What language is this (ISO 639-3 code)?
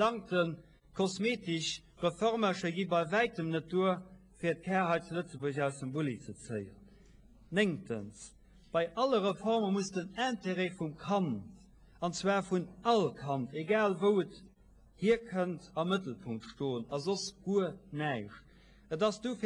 ltz